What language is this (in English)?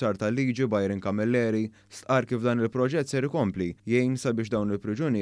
Maltese